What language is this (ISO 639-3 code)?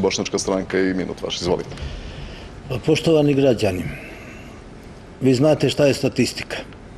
bos